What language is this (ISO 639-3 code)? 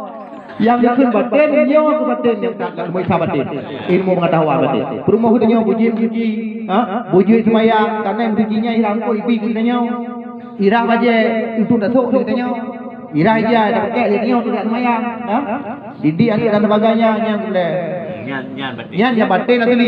ace